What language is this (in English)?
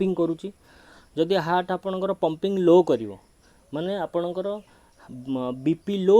Odia